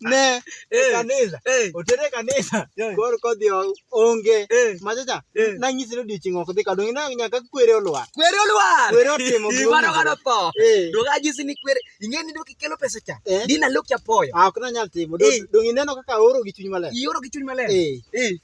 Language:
Luo (Kenya and Tanzania)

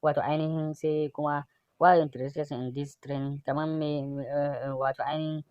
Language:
Hausa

